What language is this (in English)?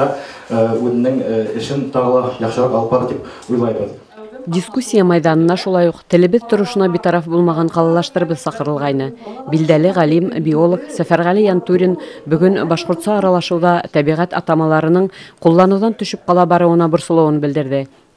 Bashkir